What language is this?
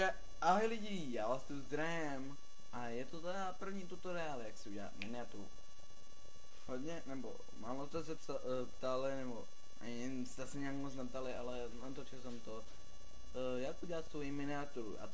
Czech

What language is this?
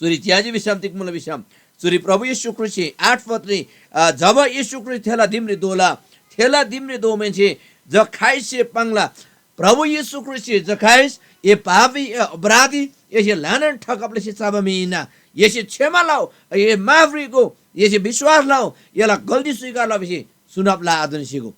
Eastern Tamang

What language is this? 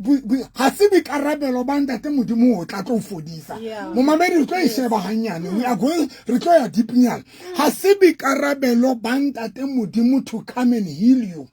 Southern Sotho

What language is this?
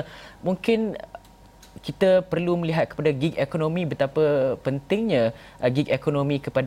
Malay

